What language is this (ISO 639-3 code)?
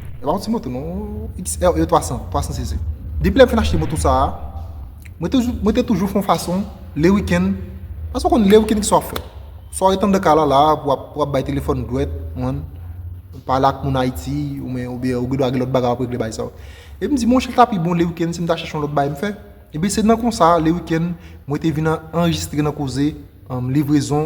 hat